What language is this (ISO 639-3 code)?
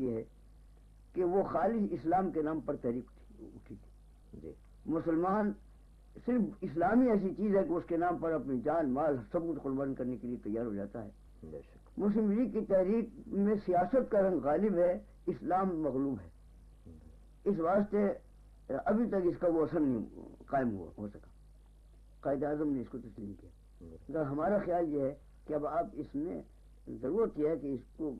urd